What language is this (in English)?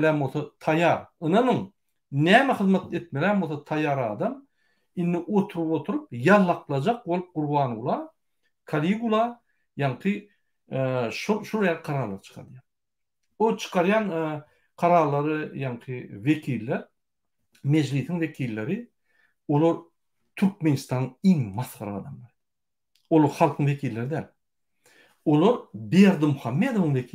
Turkmen